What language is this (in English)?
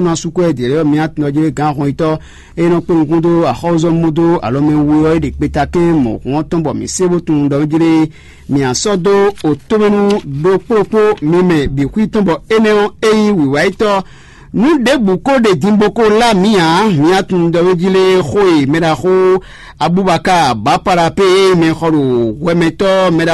Fon